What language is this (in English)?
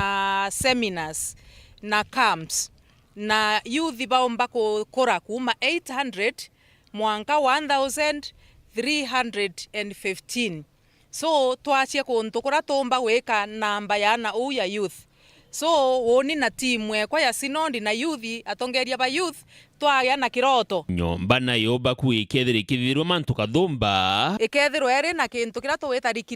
Meru